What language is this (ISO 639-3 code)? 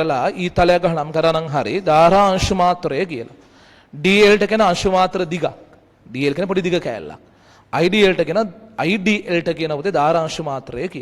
sin